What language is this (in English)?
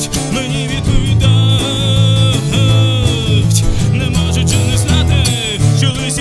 Ukrainian